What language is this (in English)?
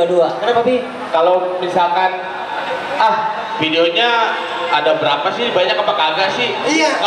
Betawi